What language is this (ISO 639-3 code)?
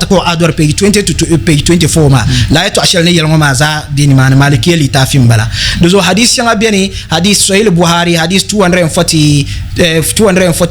dag